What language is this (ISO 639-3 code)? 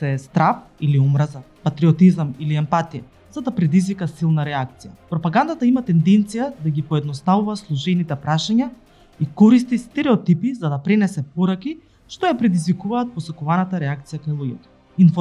mkd